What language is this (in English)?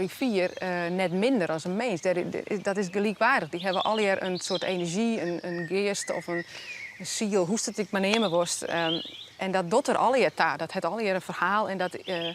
Western Frisian